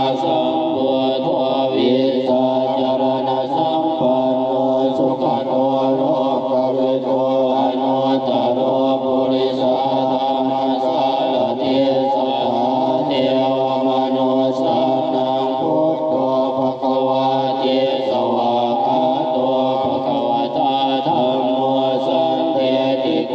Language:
Pali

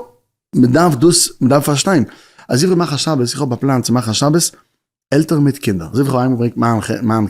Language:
Yiddish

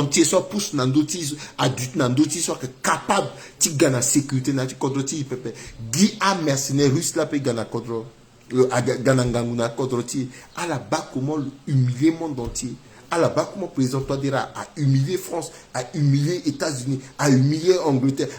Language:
Sango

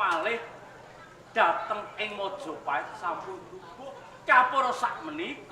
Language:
Javanese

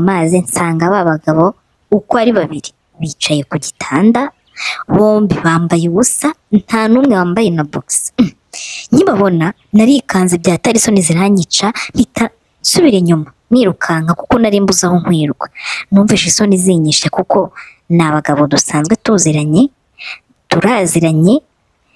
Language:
Kinyarwanda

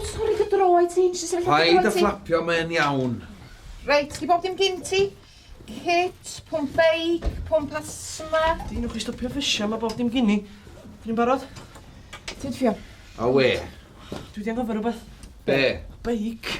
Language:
Welsh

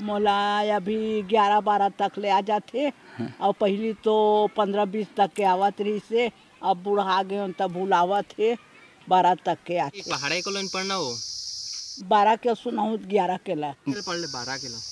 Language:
Chhattisgarhi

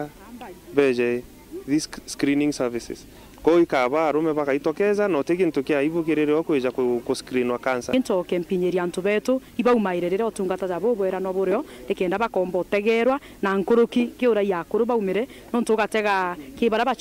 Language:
Meru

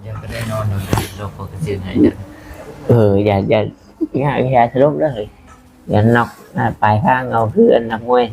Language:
Northeastern Thai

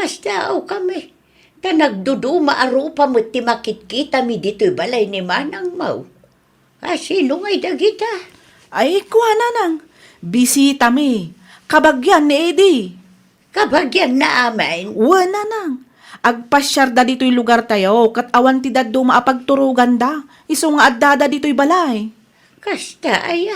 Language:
Iloko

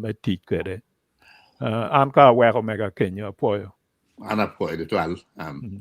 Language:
Acoli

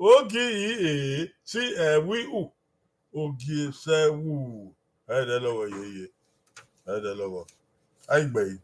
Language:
Bini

